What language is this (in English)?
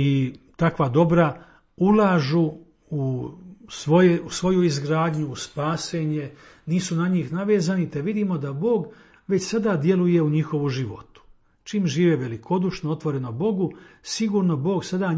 Croatian